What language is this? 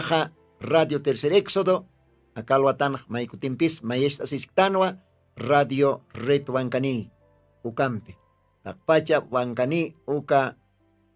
Aymara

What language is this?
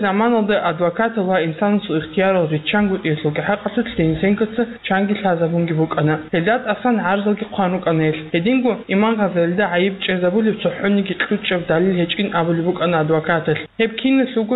Avaric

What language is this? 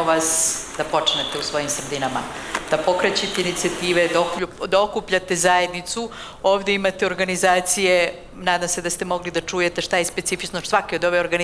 Serbian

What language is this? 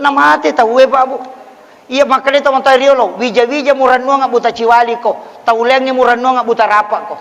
Buginese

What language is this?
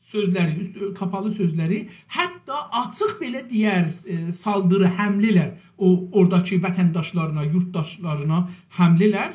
South Azerbaijani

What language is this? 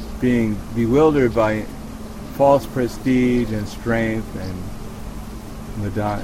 Bulgarian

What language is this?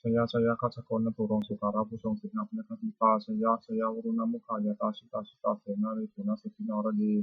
Pali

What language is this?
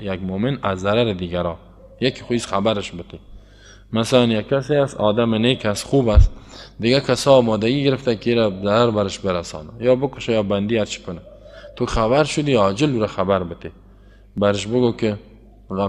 Persian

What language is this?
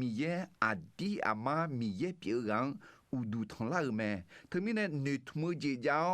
Akha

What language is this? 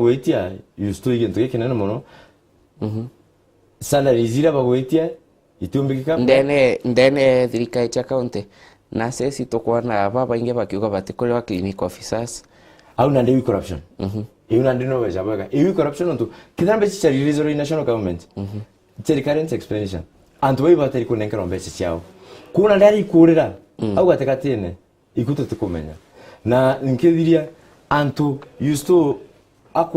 Meru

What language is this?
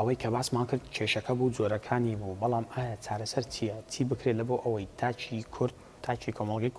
Central Kurdish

